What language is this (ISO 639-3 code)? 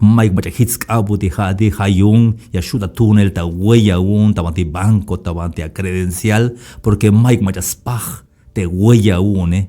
tzh